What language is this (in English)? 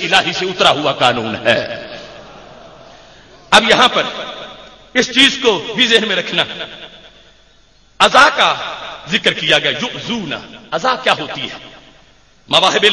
Urdu